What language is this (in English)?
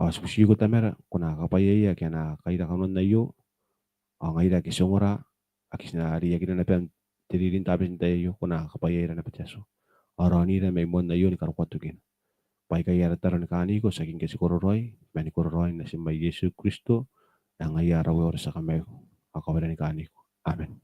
Gilbertese